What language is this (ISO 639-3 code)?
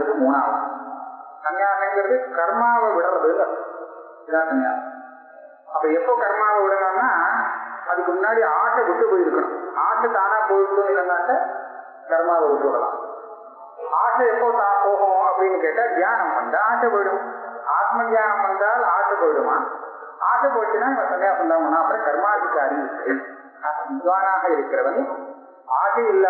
tam